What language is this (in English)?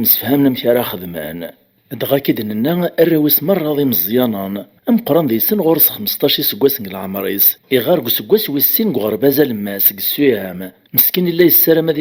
Kabyle